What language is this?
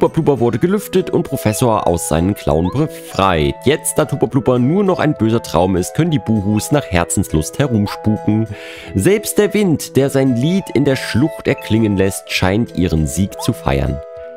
German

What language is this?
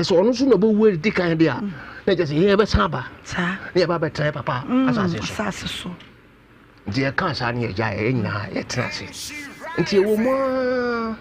Akan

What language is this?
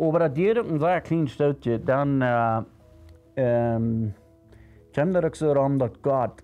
Plautdietsch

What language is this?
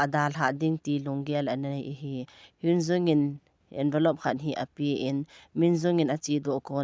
Thado Chin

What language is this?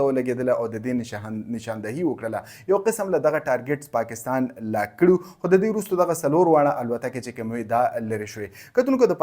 Pashto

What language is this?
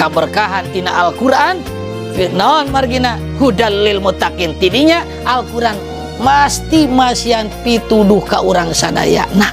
Sundanese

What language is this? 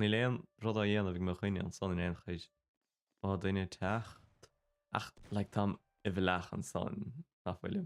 Irish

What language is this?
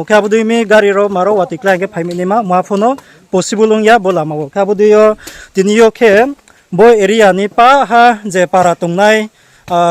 Riang (India)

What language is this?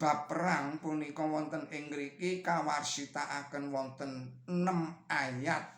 Javanese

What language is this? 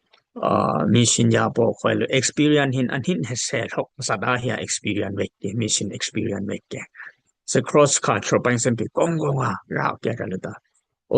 Dimasa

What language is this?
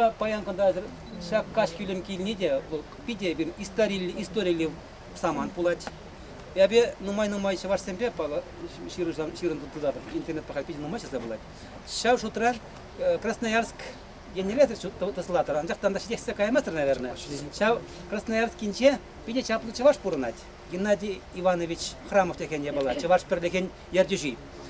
Chuvash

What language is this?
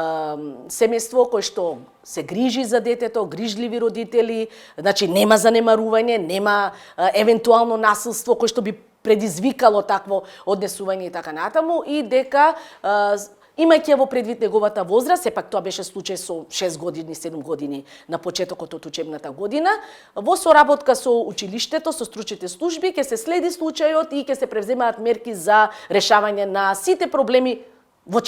Macedonian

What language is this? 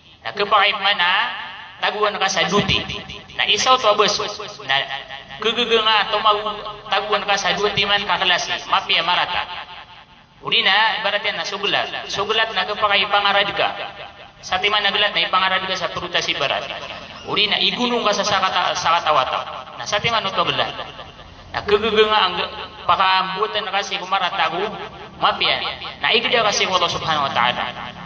Maranao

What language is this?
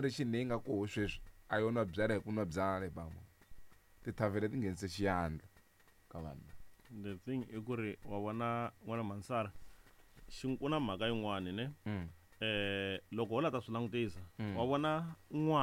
Tsonga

